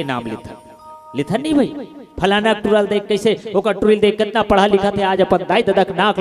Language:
Chhattisgarhi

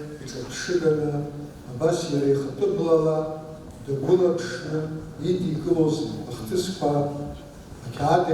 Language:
Abkhazian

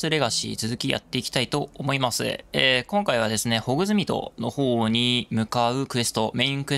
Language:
Japanese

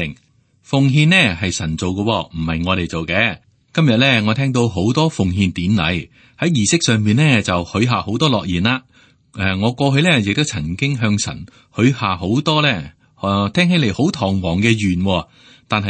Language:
Cantonese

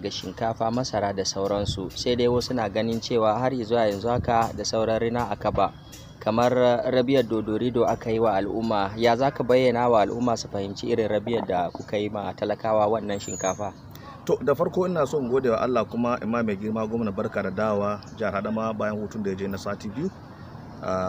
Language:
Hausa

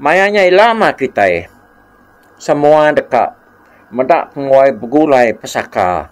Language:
Iban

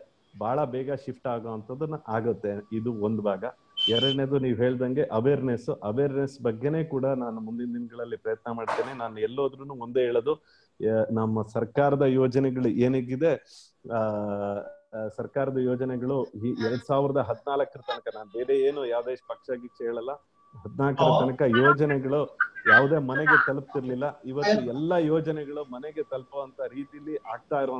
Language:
Kannada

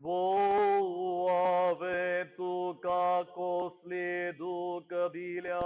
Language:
Konkani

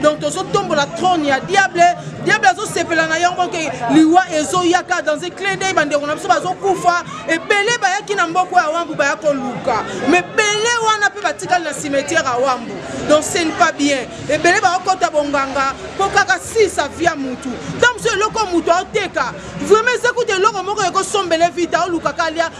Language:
Lingala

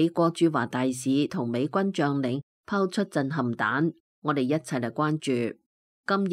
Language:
Cantonese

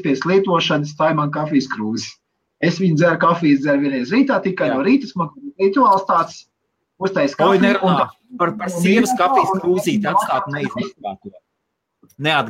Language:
Latvian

